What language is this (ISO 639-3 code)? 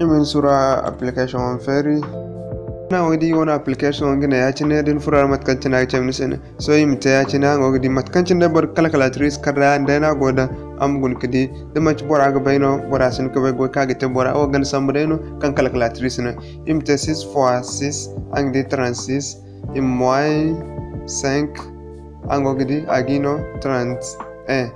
dje